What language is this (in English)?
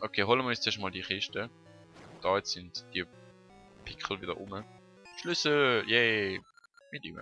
Swiss German